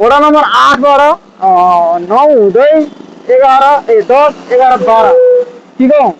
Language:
Nepali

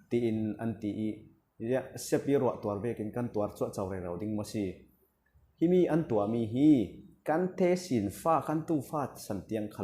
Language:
Falam Chin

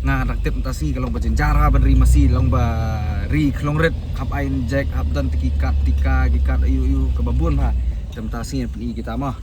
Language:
Khasi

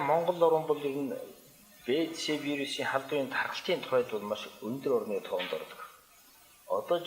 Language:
Mongolian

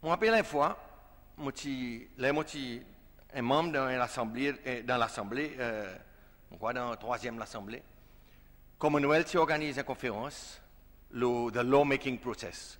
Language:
Seselwa Creole French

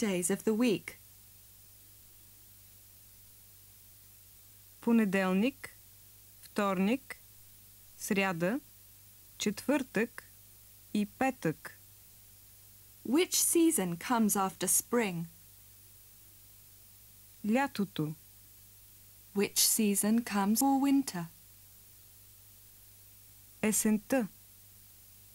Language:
Bulgarian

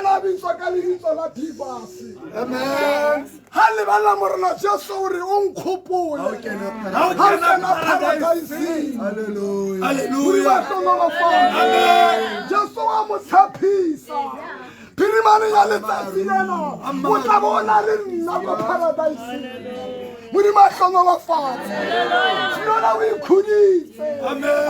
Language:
Tswana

